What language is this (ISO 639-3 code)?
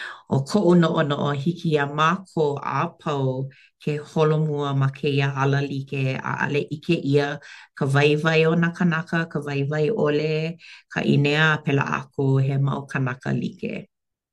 haw